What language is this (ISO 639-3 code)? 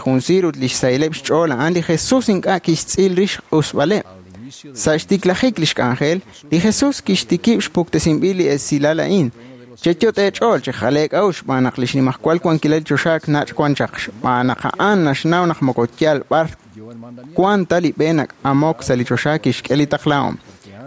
kek